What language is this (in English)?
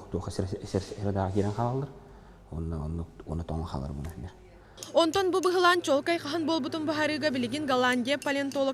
Yakut